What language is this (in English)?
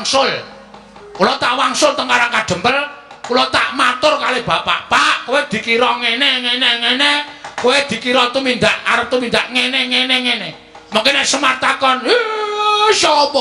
Javanese